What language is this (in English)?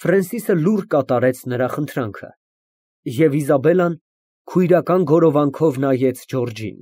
Armenian